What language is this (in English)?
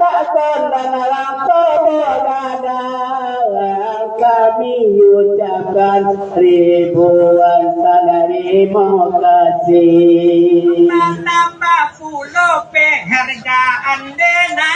Minangkabau